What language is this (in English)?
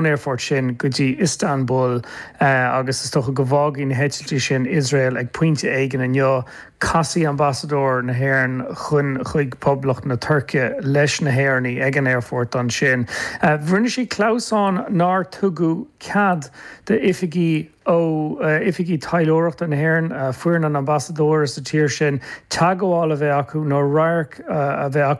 Irish